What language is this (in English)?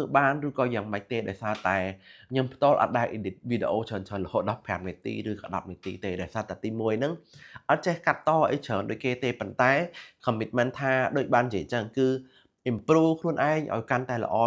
Khmer